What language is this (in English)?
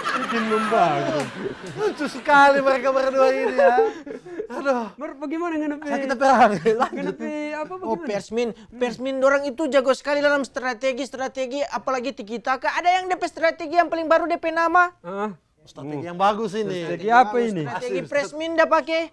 Manado Malay